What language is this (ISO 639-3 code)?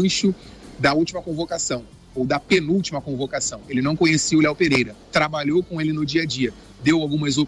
por